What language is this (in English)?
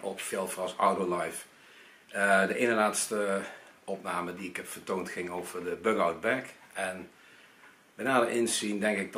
Dutch